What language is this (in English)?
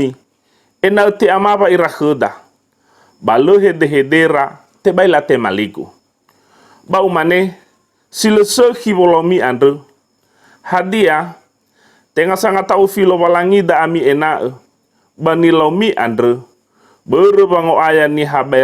Nias